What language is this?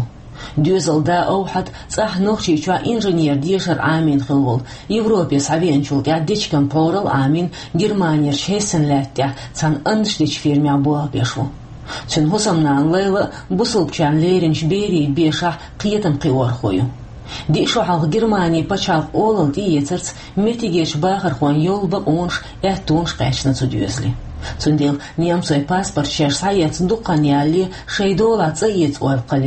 Chechen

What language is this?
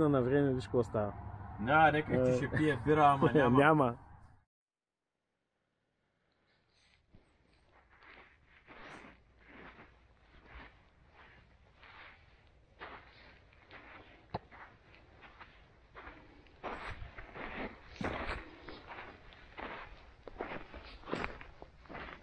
Bulgarian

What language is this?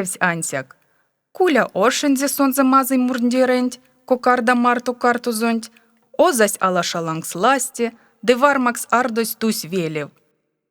Erzya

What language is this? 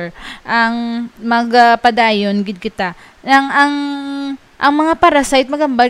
Hiligaynon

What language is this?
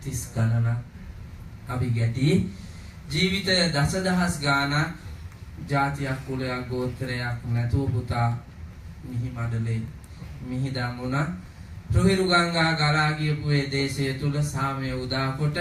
Sinhala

